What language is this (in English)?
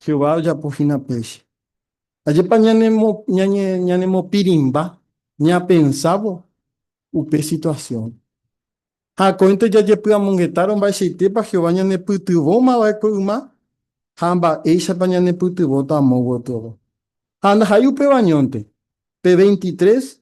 Guarani